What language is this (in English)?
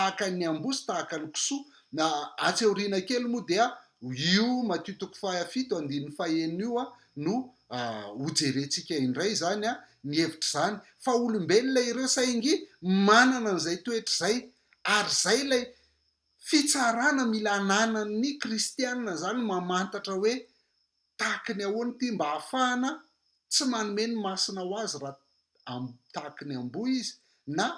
Malagasy